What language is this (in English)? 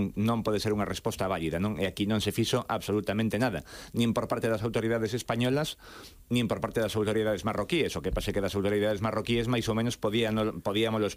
Galician